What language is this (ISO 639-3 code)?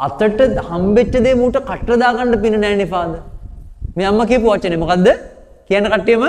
sin